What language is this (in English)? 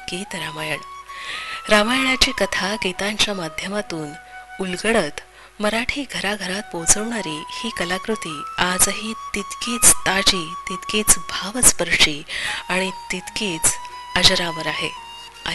Marathi